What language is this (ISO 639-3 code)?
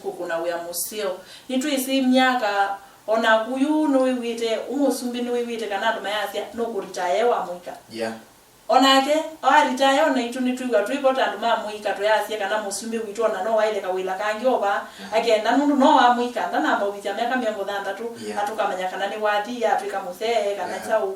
kam